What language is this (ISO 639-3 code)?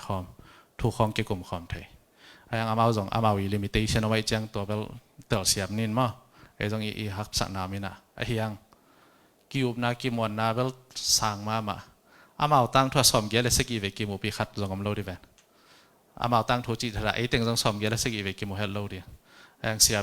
ctd